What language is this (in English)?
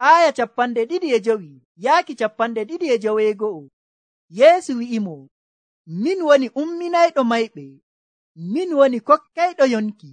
Nigerian Fulfulde